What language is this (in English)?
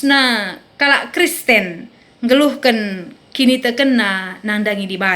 Batak Karo